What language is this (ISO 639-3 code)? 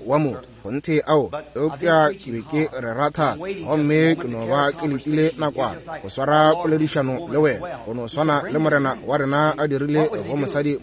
nso